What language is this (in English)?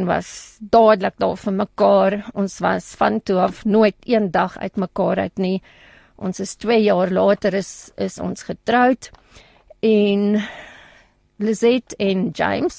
Afrikaans